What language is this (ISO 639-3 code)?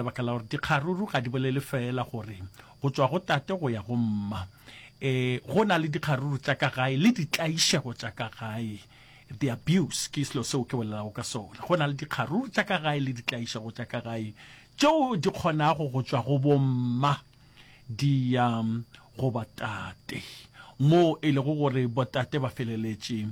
nso